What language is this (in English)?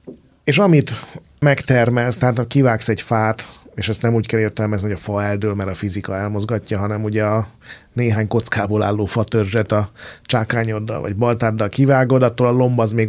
Hungarian